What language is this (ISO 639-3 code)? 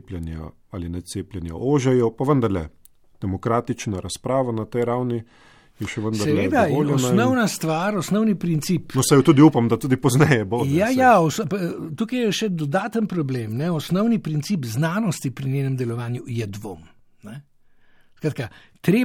slv